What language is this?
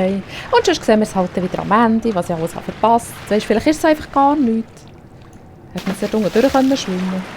Swiss German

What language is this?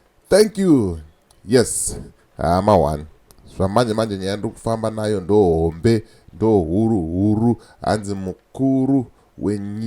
Shona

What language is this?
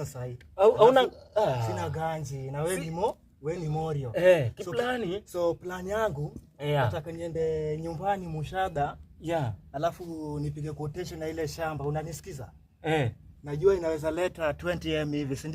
Swahili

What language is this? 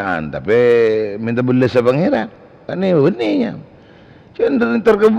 Madurese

